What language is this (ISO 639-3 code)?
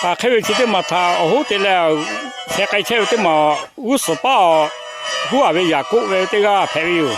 lhu